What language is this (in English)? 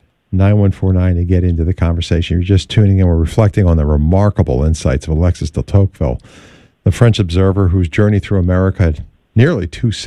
English